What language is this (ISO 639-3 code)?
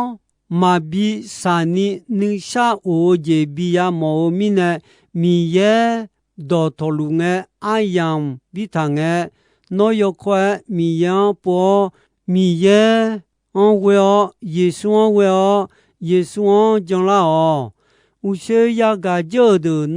ahk